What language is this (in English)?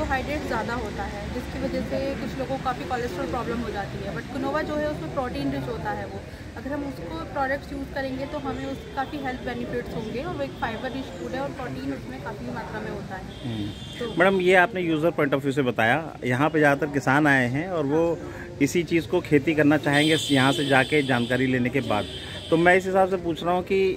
Hindi